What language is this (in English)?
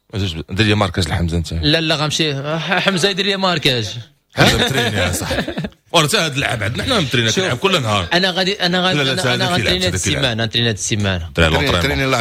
Moroccan Arabic